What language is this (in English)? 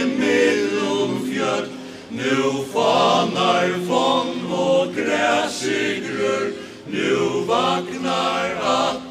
Faroese